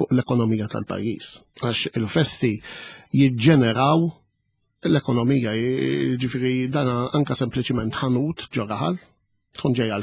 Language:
Maltese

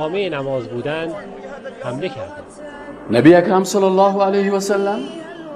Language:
Persian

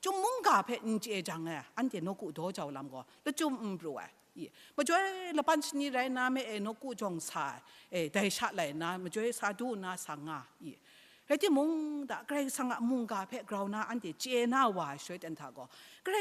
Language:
Kachin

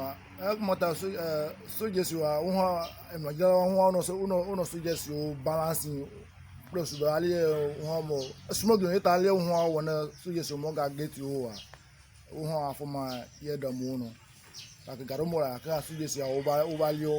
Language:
Ewe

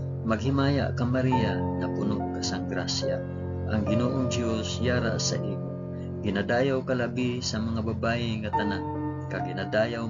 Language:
Hiligaynon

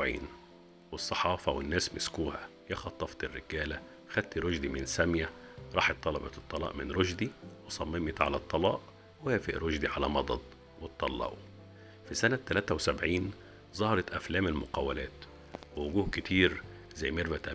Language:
Egyptian Arabic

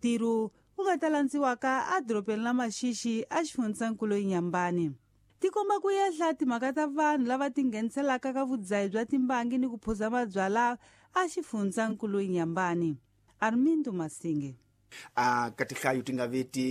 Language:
Tsonga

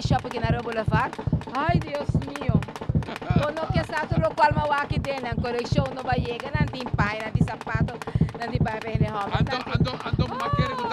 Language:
Papiamento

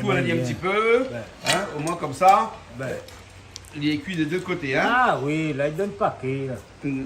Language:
Réunion Creole French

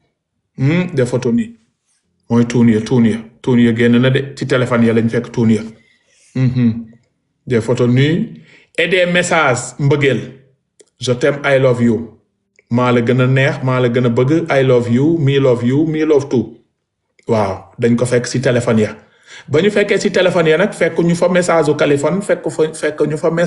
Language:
Wolof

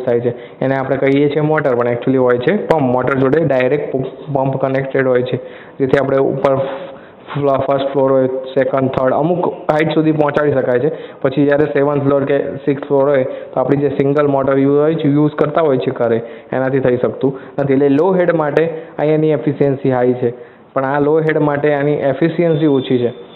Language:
Gujarati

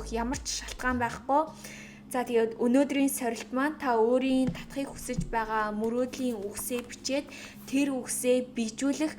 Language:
Mongolian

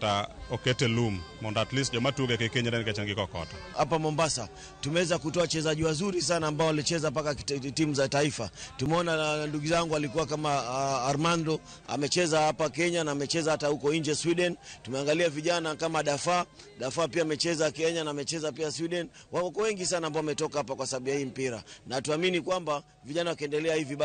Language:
Luo (Kenya and Tanzania)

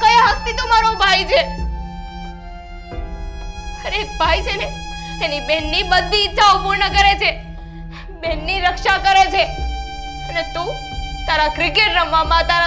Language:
Gujarati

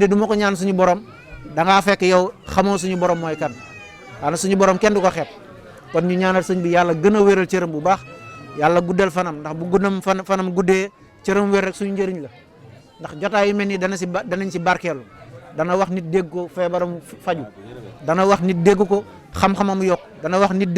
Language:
Wolof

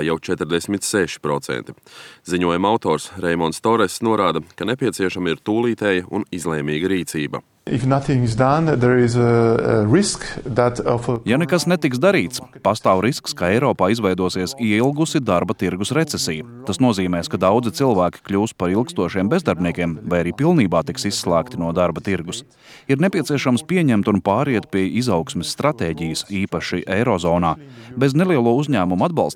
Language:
Latvian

